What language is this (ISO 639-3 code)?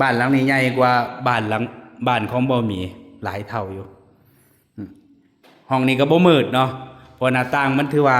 tts